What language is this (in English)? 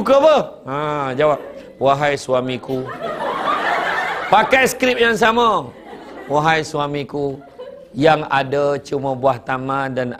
Malay